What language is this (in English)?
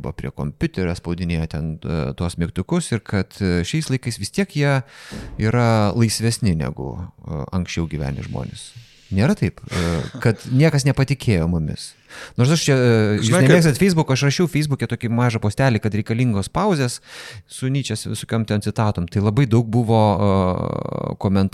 Lithuanian